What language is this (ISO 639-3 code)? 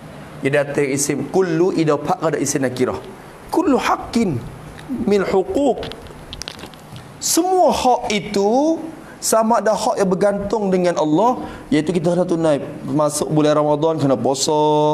msa